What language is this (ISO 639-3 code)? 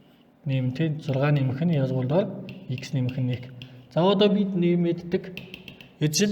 mon